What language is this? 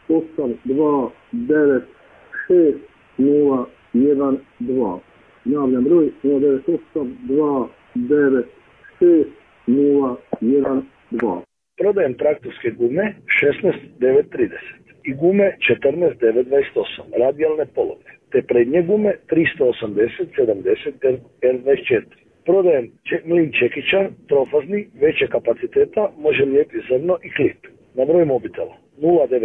Croatian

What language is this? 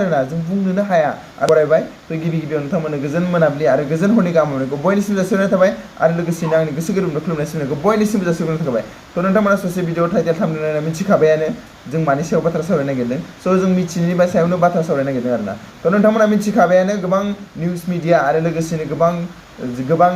Bodo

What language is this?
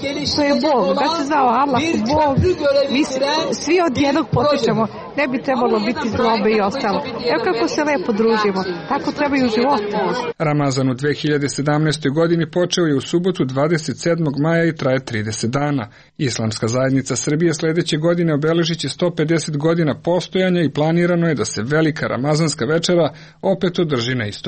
Serbian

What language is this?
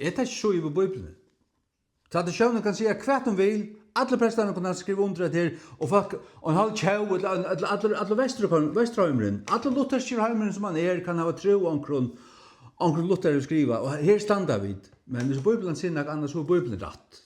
Faroese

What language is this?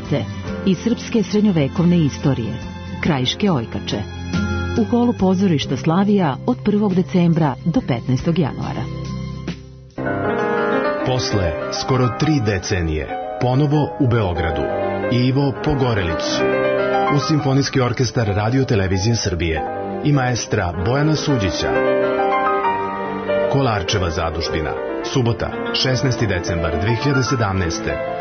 Serbian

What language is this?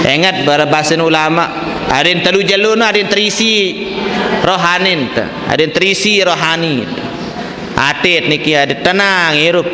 Sasak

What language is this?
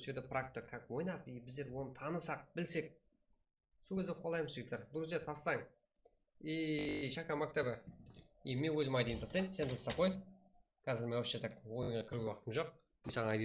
Kara-Kalpak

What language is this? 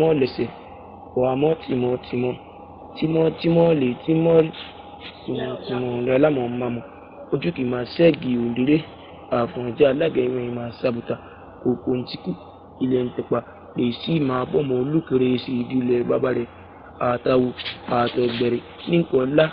Yoruba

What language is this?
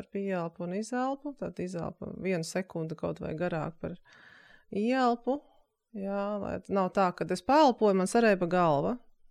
Latvian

